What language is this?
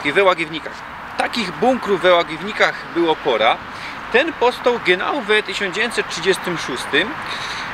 Silesian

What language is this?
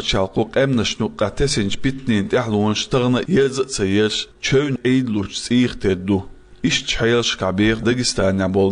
Chechen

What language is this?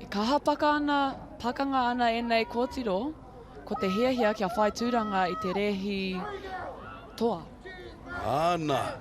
Māori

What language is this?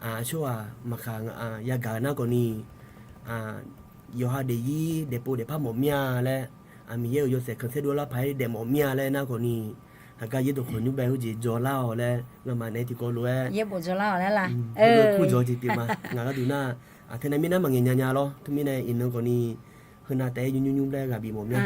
Akha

